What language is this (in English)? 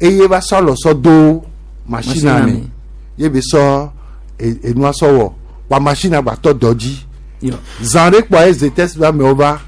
Gen